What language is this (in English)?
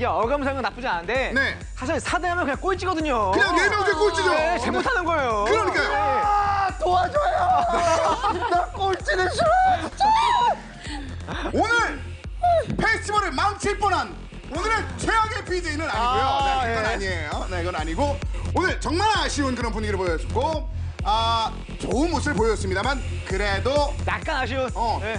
Korean